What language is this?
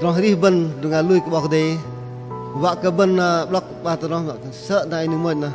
Bahnar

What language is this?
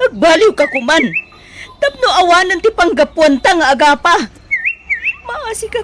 Iloko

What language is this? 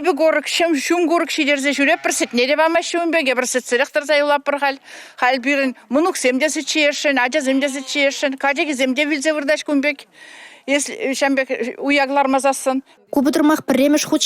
Chuvash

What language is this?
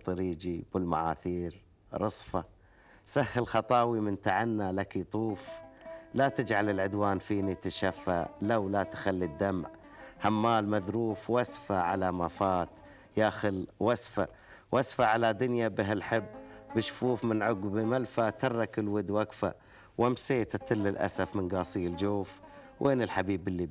Gulf Arabic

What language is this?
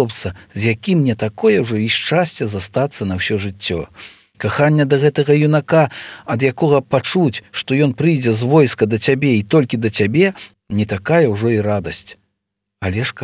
Belarusian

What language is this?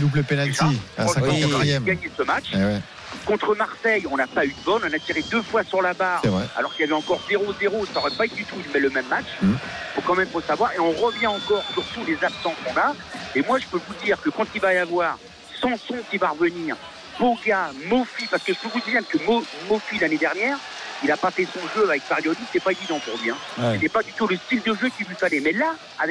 French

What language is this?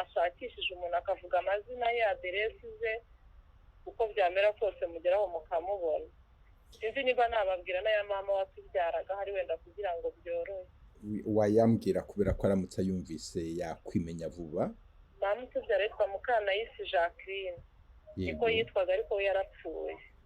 Kinyarwanda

